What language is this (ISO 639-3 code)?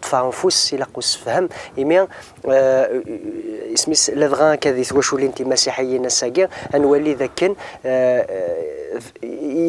kab